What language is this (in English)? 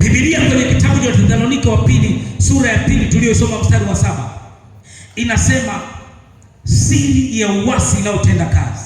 Swahili